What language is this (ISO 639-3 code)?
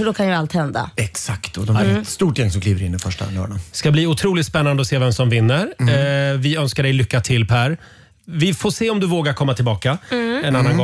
swe